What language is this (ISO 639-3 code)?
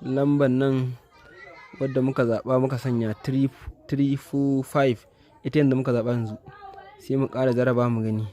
hau